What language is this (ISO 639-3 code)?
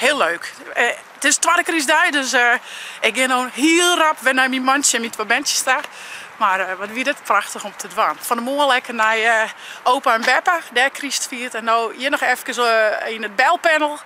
fry